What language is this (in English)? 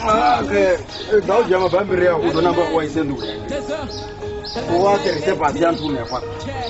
Venda